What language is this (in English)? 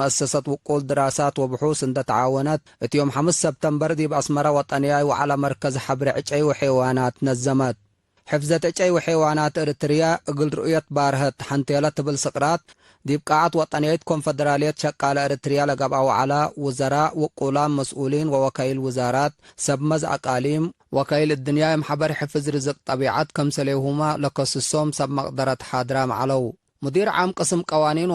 Tigre